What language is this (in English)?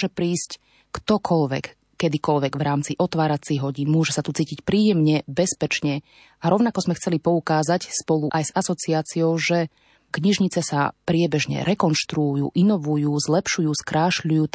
Slovak